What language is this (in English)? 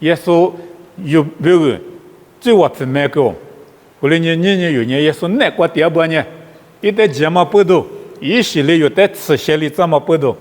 Lisu